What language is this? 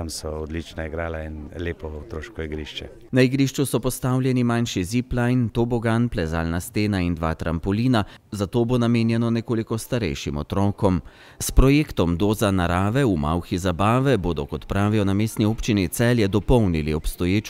Slovenian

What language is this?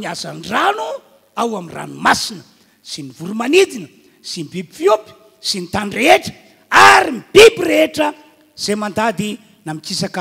Malagasy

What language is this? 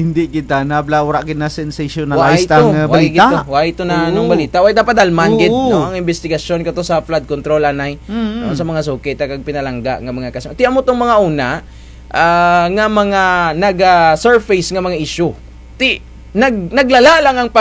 Kinaray-a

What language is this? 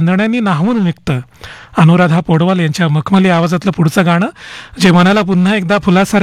Marathi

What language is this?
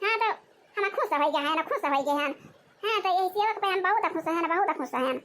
Awadhi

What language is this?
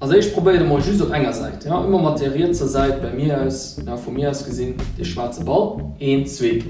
Luxembourgish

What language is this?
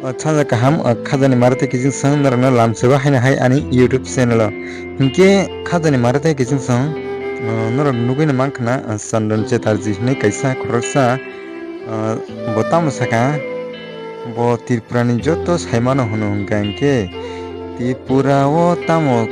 Kok Borok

